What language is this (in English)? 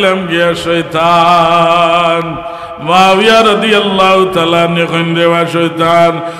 Sylheti